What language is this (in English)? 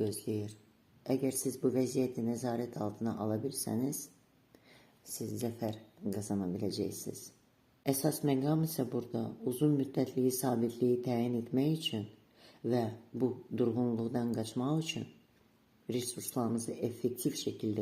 Azerbaijani